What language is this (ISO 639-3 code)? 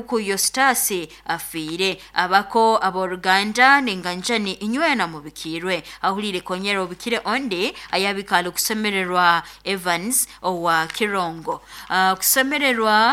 nyo